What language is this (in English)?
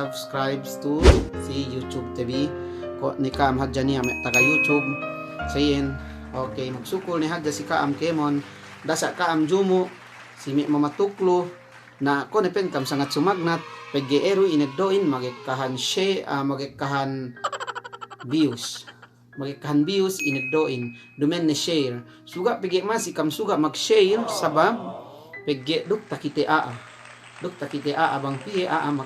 Yakan